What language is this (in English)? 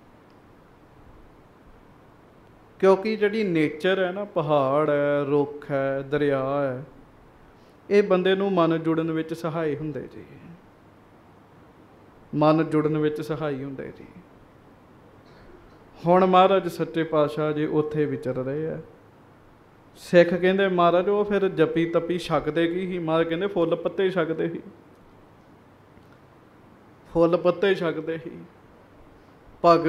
Punjabi